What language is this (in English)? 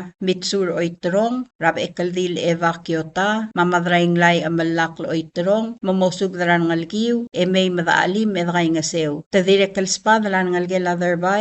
Palauan